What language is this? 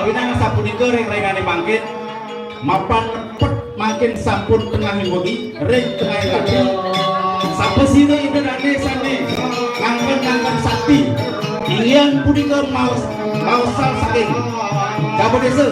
Balinese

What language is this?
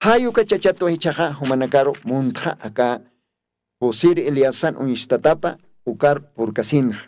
Aymara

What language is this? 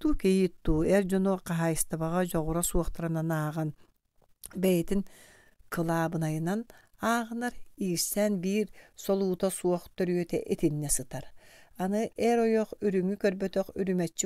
Yakut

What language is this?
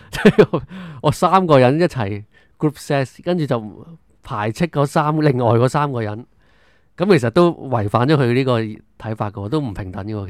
Cantonese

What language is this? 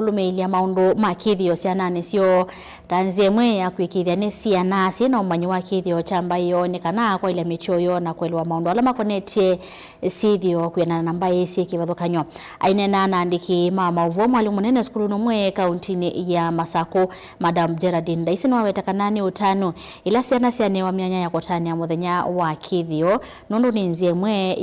Kamba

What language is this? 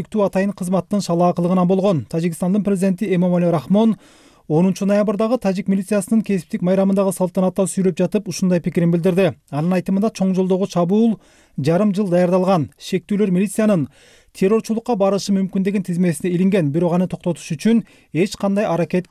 Kyrgyz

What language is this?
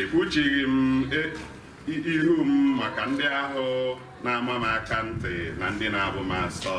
Igbo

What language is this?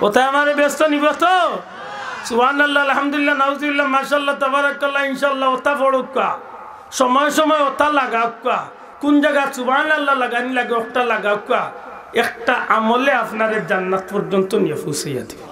Sylheti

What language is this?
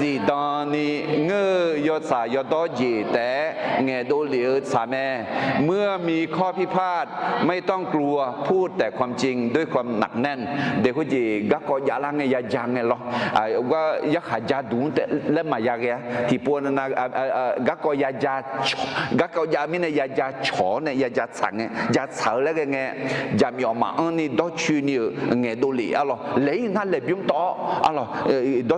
Akha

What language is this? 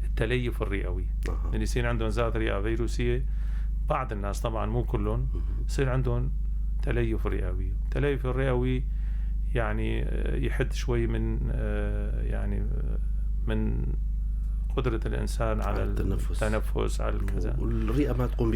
North Levantine Arabic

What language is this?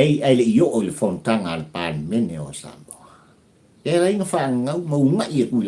Samoan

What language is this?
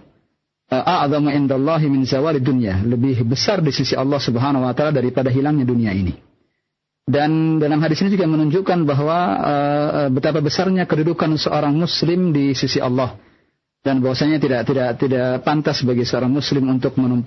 Indonesian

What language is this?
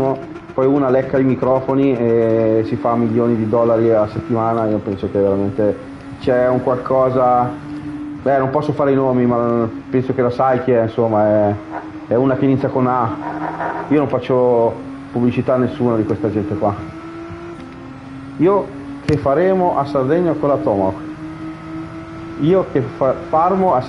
Italian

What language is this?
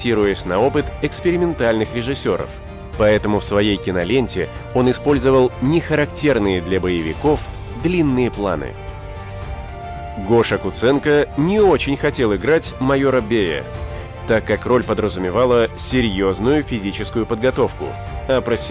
Russian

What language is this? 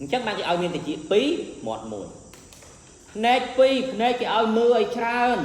Khmer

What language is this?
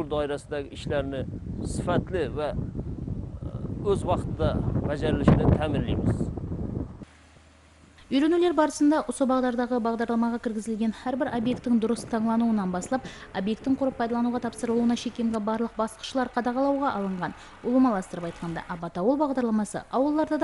Kara-Kalpak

